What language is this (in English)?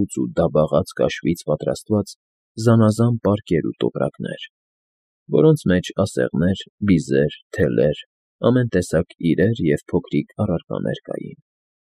Armenian